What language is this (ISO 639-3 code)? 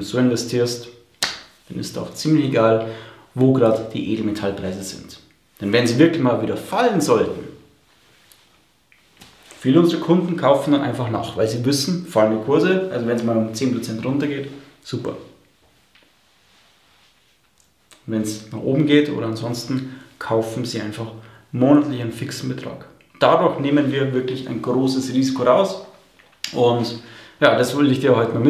deu